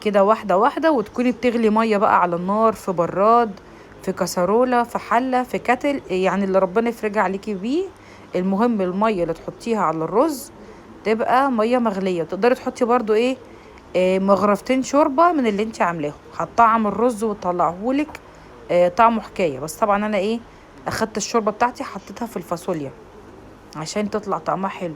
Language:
Egyptian Arabic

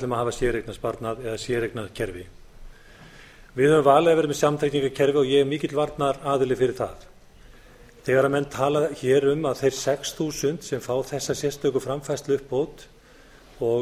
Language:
Icelandic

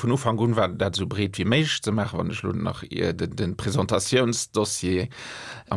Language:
Luxembourgish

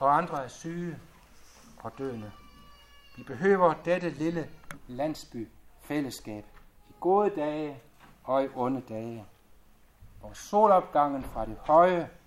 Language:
Danish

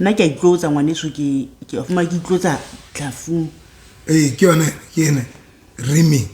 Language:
Southern Sotho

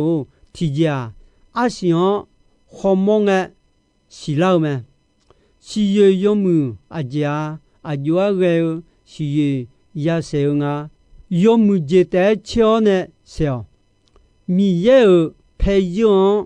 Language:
Akha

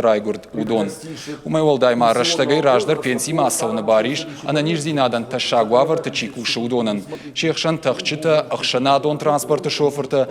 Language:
Ossetic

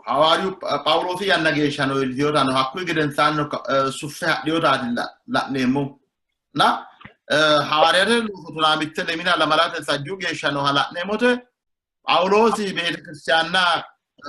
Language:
Sidamo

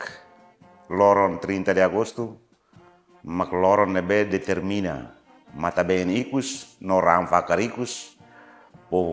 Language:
Tetum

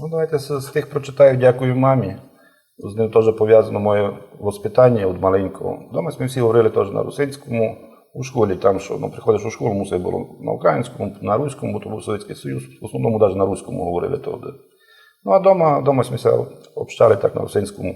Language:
Rusyn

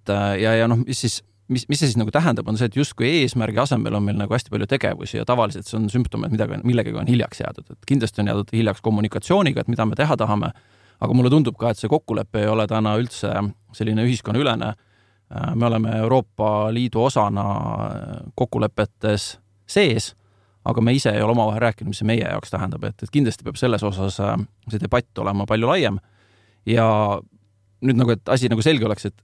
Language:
Estonian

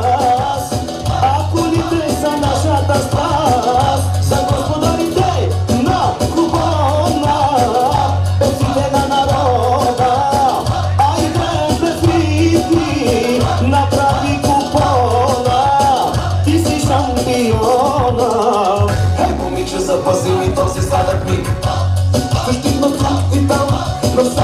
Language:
Bulgarian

